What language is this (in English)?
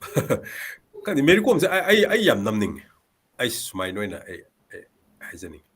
Manipuri